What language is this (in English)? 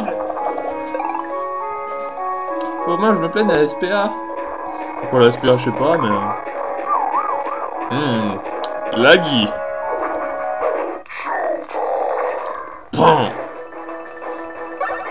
French